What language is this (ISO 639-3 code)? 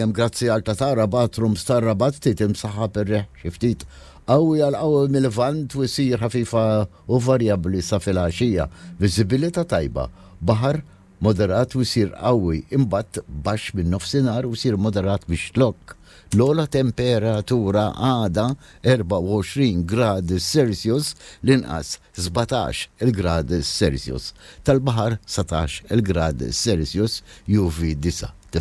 mlt